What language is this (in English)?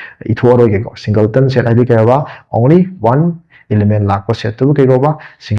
Manipuri